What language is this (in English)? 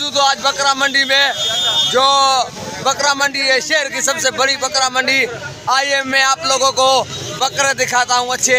Hindi